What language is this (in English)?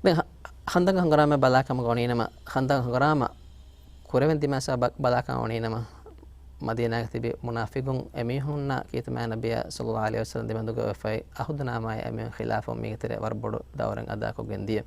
Divehi